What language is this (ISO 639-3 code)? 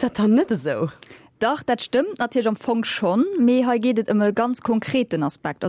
ltz